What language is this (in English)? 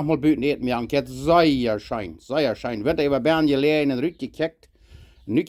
Plautdietsch